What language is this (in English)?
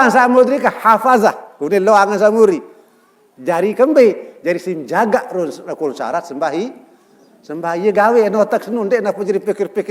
Sasak